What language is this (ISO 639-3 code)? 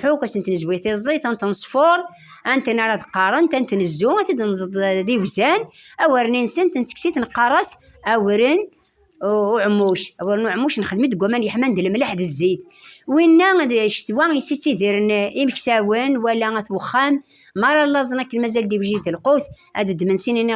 kab